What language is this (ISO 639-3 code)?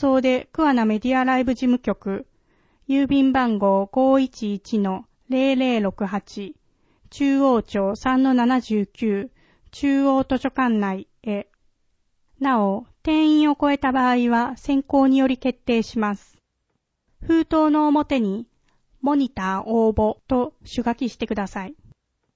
jpn